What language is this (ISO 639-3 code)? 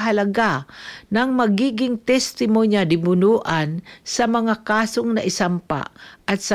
fil